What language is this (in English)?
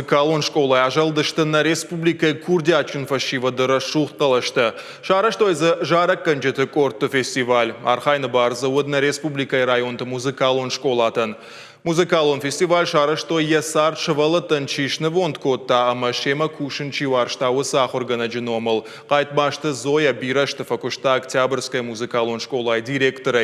Ossetic